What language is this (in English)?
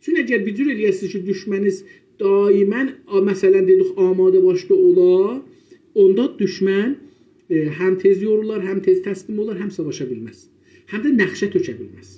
South Azerbaijani